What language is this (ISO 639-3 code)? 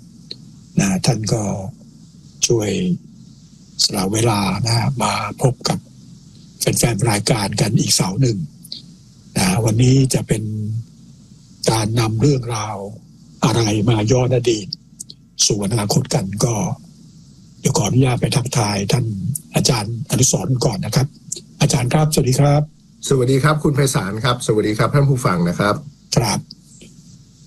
tha